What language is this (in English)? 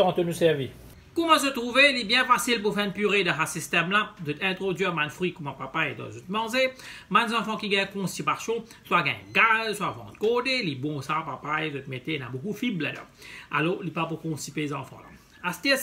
Morisyen